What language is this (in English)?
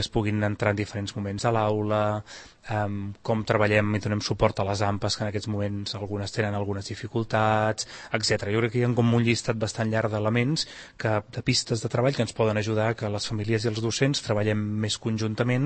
Catalan